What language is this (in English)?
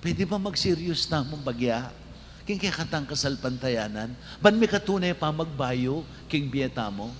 Pampanga